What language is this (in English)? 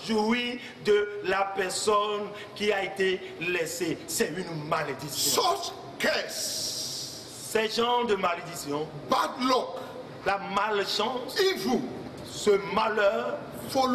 French